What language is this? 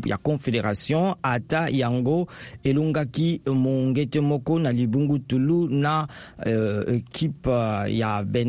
Lingala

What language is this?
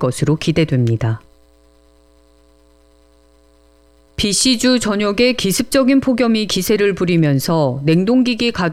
Korean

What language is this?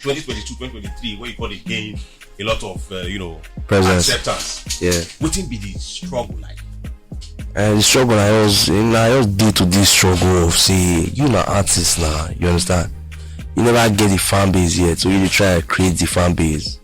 Nigerian Pidgin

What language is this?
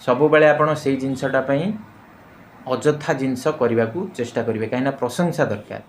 Odia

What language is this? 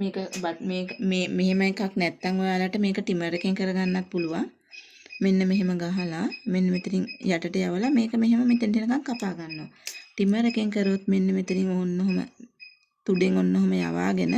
Sinhala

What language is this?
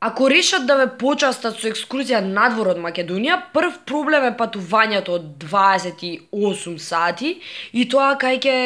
Macedonian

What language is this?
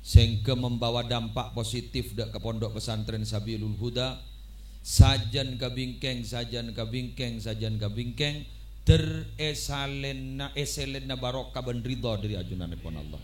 Madurese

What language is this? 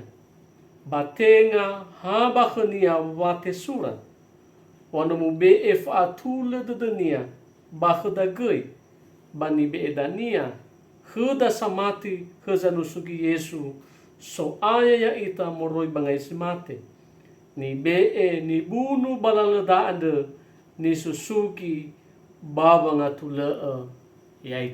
Nias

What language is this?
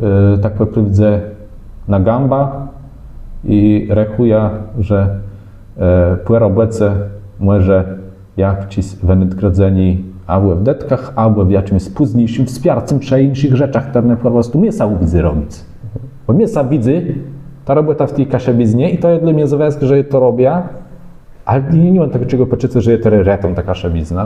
Kashubian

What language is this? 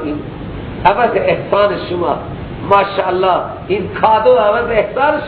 Persian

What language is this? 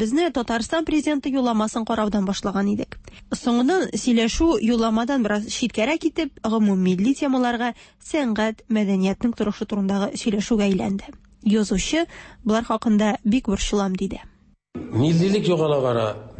Tatar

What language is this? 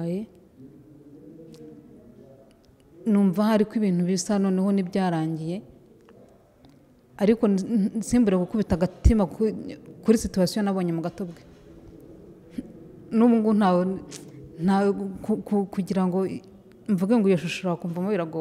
Kinyarwanda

